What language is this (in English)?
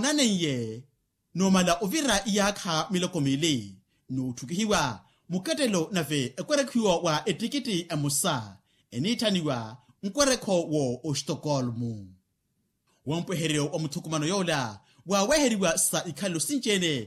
Makhuwa